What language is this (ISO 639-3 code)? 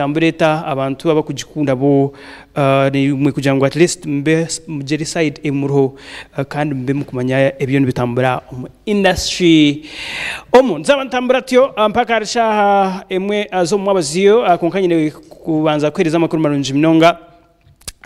nyn